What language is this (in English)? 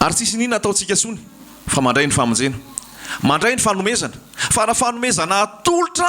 Malagasy